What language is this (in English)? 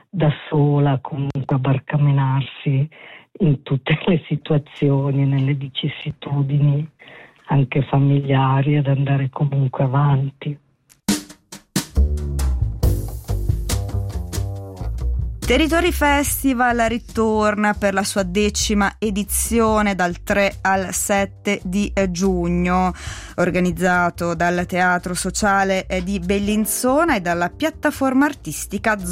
Italian